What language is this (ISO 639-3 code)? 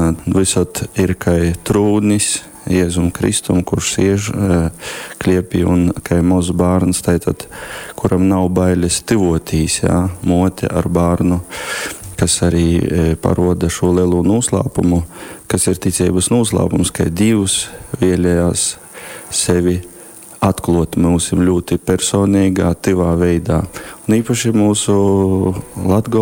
ltg